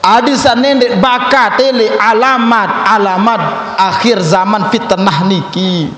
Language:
Sasak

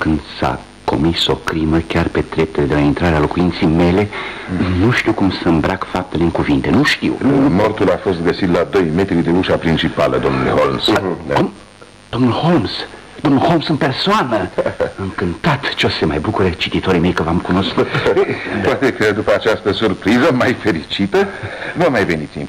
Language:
Romanian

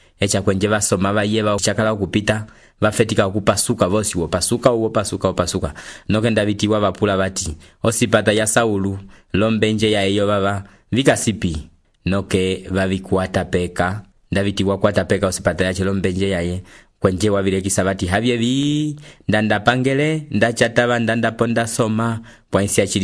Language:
Umbundu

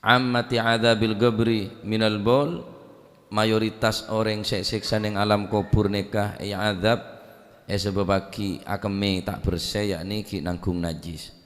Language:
Madurese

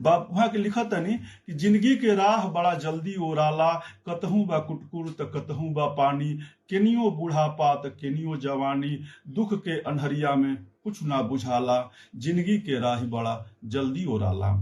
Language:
Bhojpuri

